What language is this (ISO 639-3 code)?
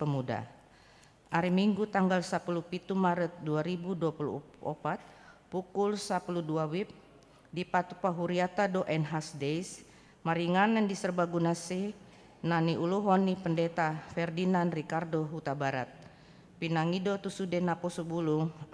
bbc